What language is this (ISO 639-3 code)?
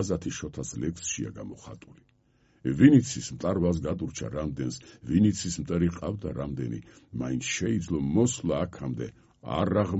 kat